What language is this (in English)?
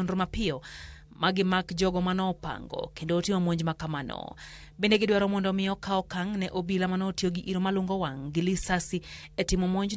Luo (Kenya and Tanzania)